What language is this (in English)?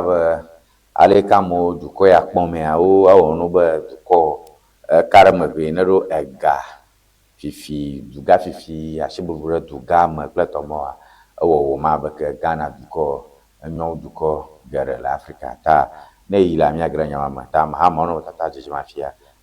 Ewe